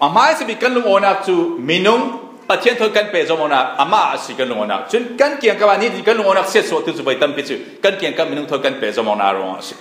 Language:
Falam Chin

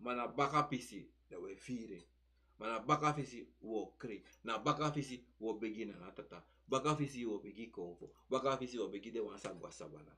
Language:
Sranan Tongo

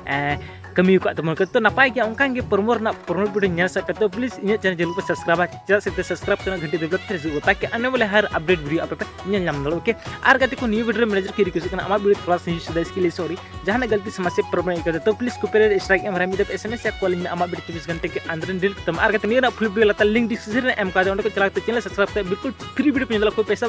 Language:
Santali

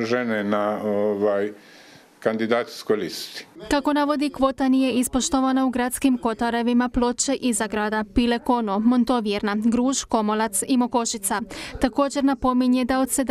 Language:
Croatian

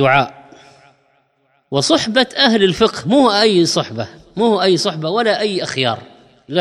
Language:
Arabic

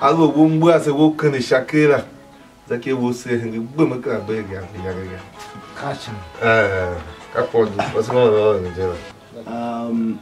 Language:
Tiv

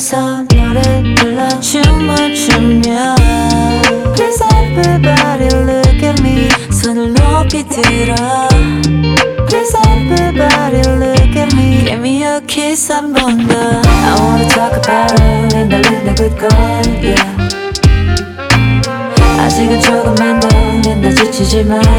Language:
Korean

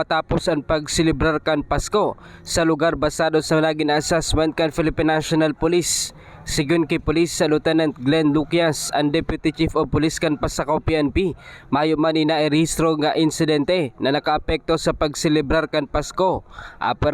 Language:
Bikol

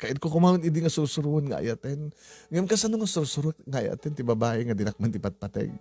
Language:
Iloko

